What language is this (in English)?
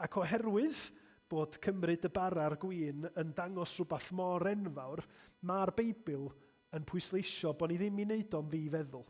Welsh